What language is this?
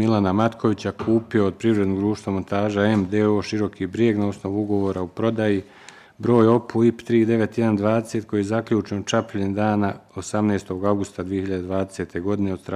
Bosnian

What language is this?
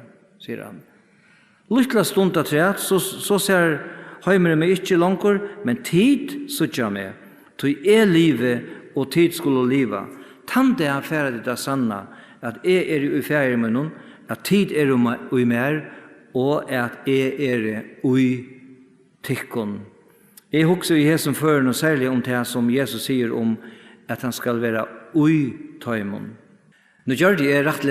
Faroese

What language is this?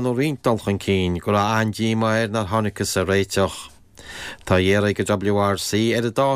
Irish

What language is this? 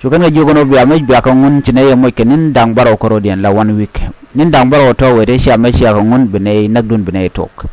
Nuer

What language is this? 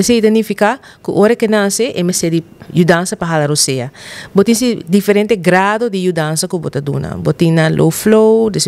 Papiamento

